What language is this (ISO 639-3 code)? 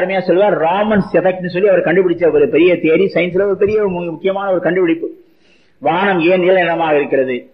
tam